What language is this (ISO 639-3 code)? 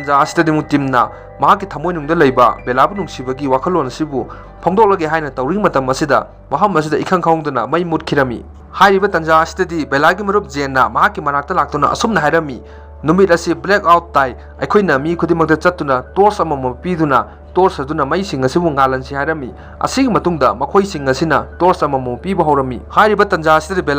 mni